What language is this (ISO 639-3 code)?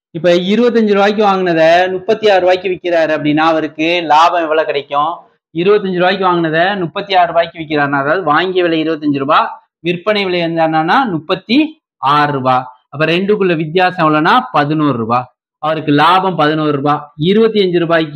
tam